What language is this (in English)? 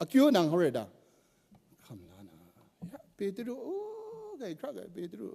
Kachin